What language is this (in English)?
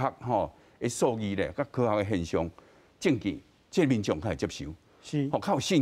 Min Nan Chinese